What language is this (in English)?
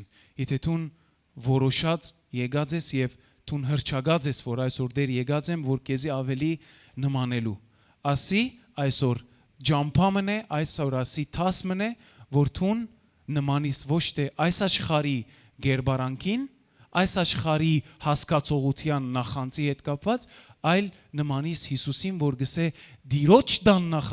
Western Armenian